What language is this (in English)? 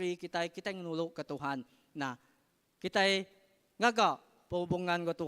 Iban